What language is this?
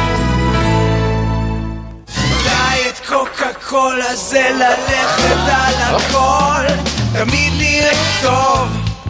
Hebrew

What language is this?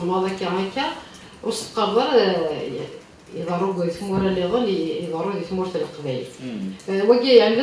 Kabyle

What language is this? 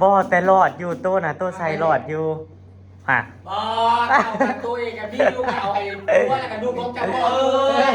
Northeastern Thai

